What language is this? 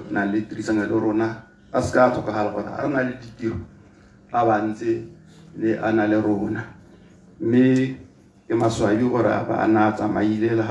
Tswana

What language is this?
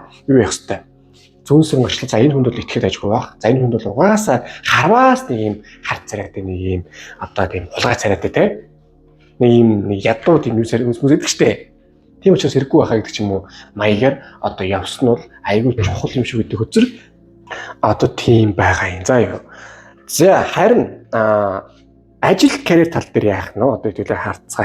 Mongolian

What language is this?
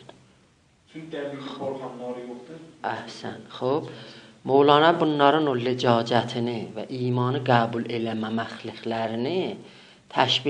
South Azerbaijani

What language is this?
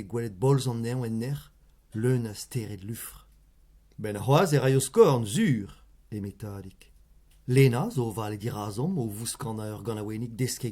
Breton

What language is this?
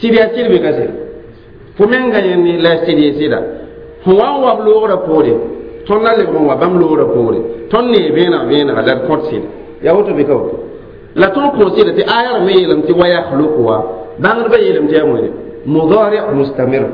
Mossi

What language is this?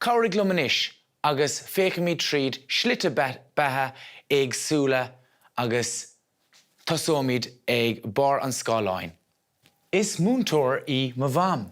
Irish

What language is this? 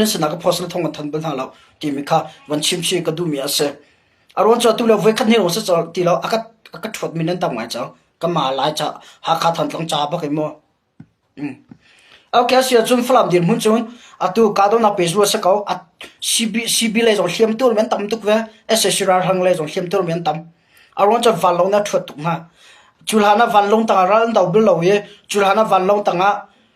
Hakha Chin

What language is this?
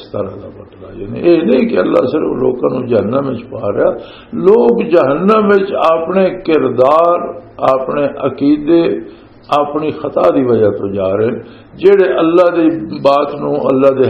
Western Panjabi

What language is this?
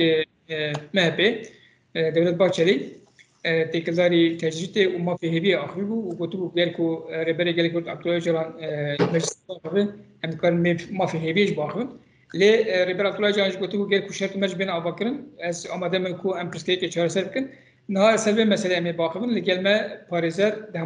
Kurdish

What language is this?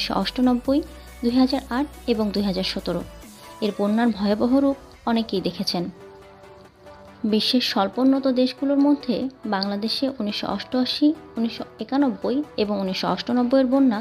Bangla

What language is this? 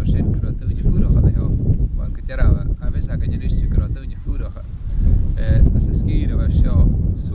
Scottish Gaelic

